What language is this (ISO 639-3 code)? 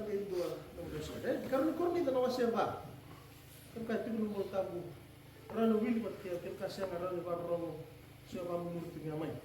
fij